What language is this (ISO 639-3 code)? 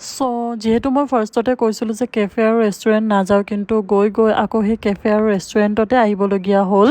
asm